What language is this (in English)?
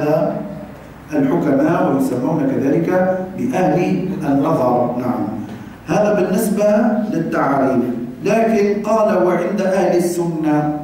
Arabic